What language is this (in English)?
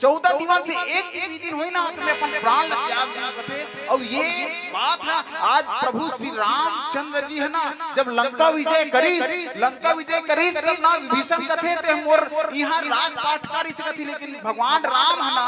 Chhattisgarhi